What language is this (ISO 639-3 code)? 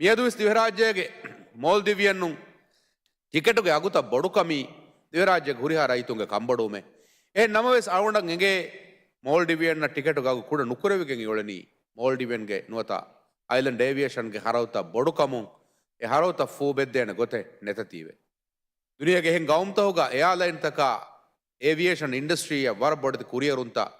div